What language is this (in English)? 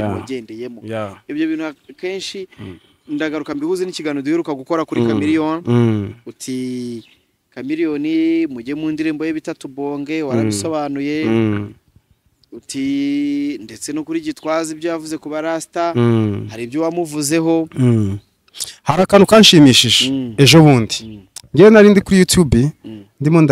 Kinyarwanda